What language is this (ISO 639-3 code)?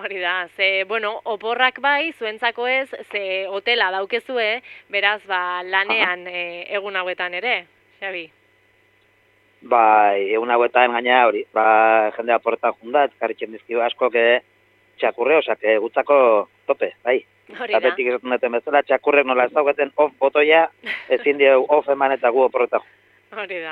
eus